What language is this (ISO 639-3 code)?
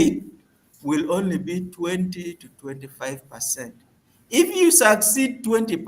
ach